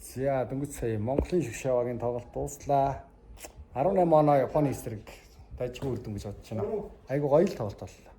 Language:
Mongolian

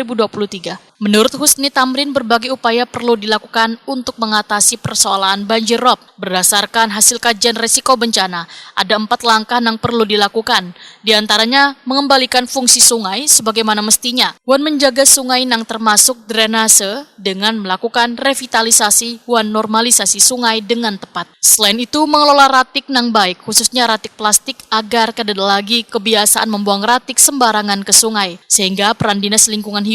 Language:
Banjar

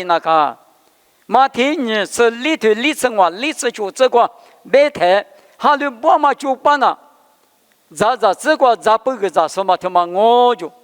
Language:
Lisu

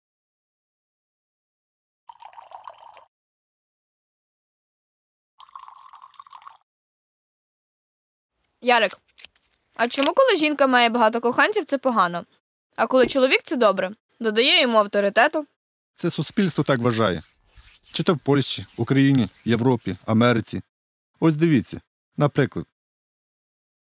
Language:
Ukrainian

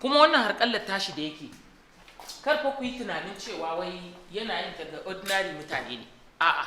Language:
Hausa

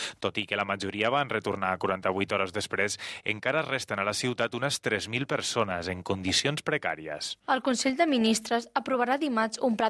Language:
Catalan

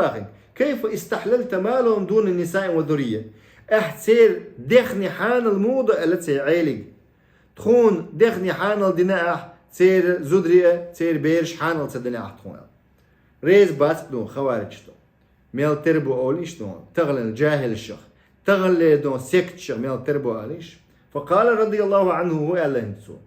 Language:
Chechen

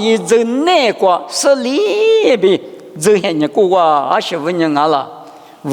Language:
Lisu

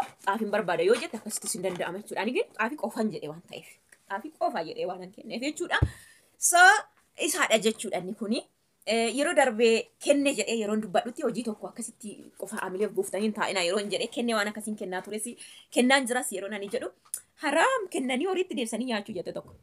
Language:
Oromo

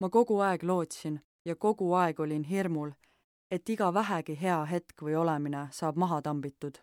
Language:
Estonian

